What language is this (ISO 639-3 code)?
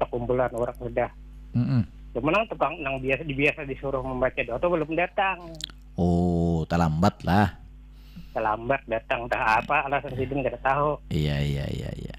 bjn